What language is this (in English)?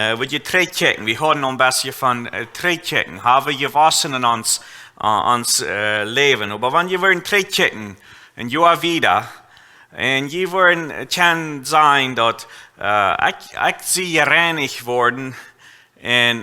Plautdietsch